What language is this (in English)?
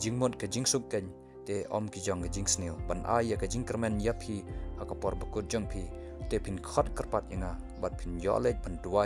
Khasi